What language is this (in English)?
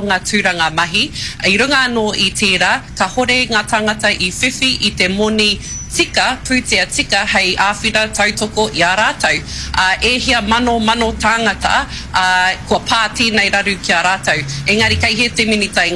Māori